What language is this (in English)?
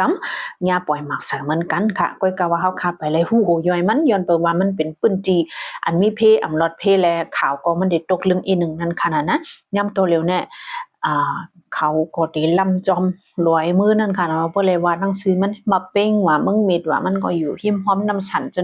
Shan